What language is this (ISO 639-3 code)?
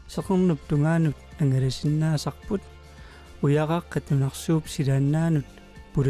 kal